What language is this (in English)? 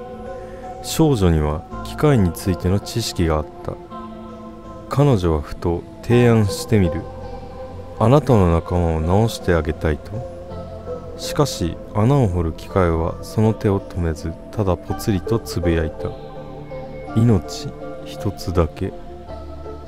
Japanese